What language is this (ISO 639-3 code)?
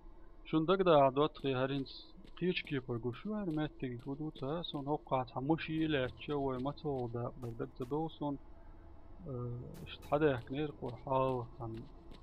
che